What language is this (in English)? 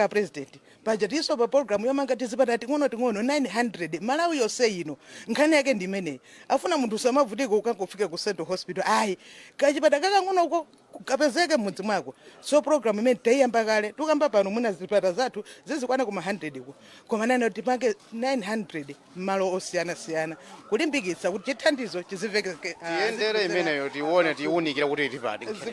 Nyanja